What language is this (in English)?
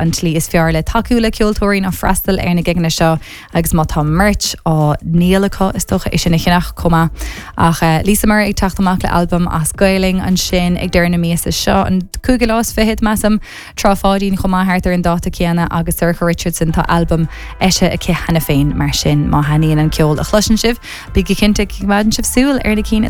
Irish